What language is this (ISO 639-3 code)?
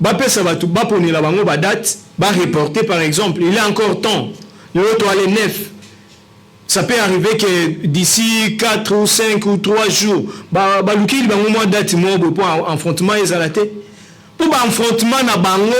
lin